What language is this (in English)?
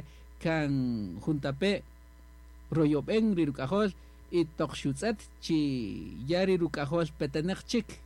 Kaqchikel